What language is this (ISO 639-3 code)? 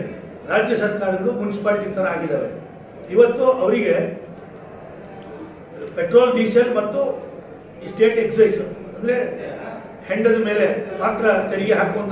kan